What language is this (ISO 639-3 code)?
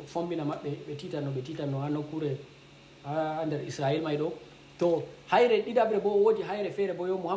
ful